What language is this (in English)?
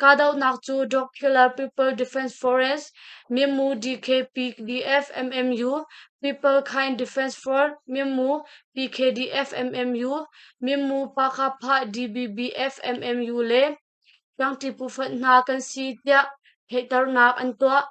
Hakha Chin